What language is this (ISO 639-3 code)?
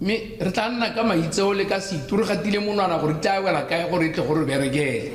tsn